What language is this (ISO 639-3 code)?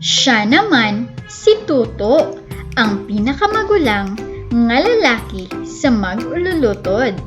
hil